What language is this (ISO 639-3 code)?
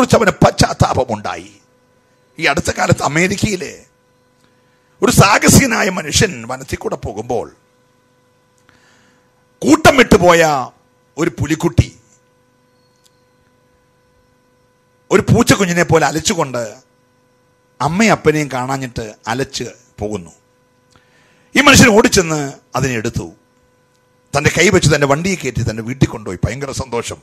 mal